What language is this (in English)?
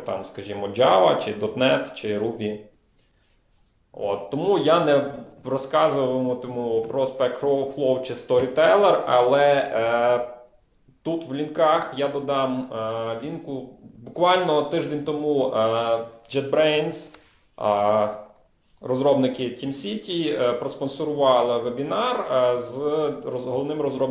Ukrainian